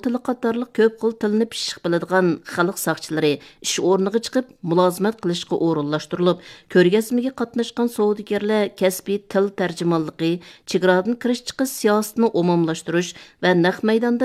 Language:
Uyghur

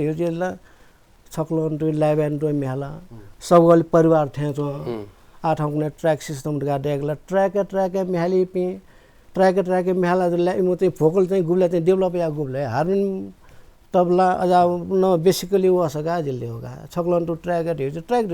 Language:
Newari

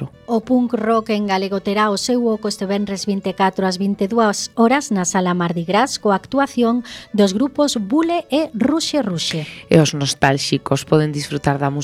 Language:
Galician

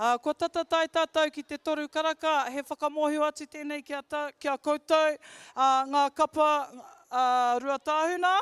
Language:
Māori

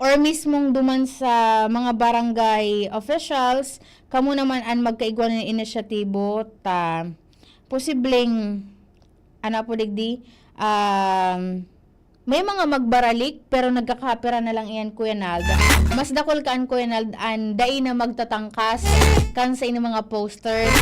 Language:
Bikol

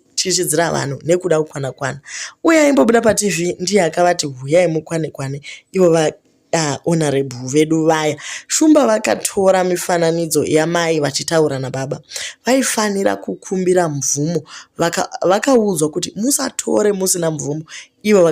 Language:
Shona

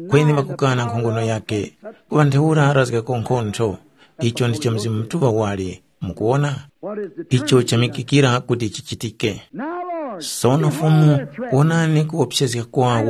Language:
Tumbuka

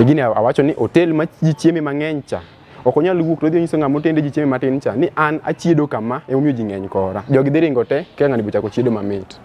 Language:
Luo (Kenya and Tanzania)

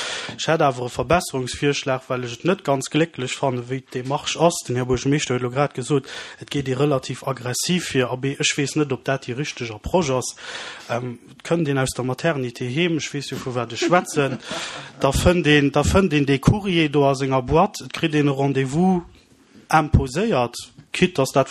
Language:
Luxembourgish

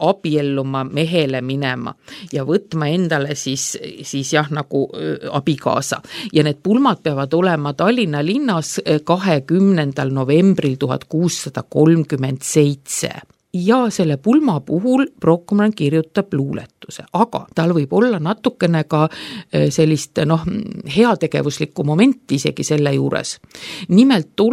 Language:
Estonian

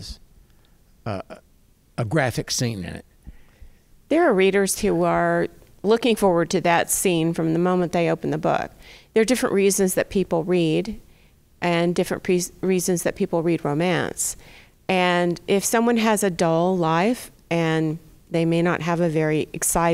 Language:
English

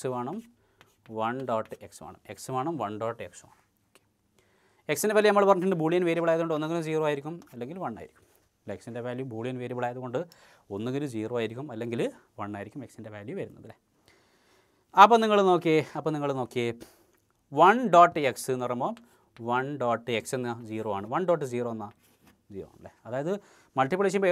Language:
Malayalam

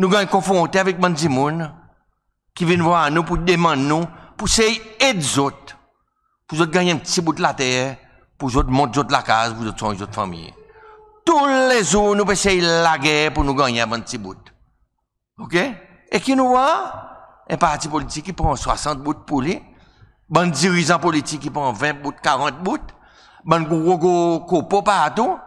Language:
Seselwa Creole French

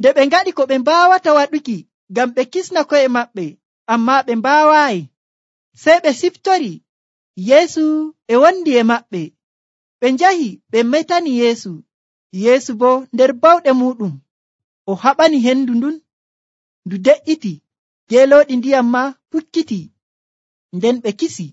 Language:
Nigerian Fulfulde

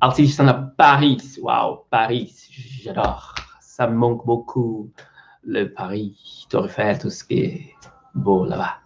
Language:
Kabuverdianu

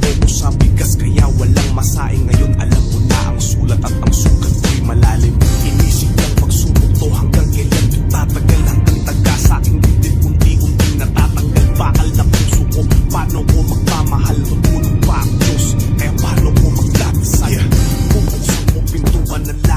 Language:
Filipino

